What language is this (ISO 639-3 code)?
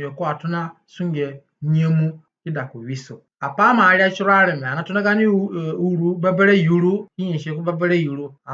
zne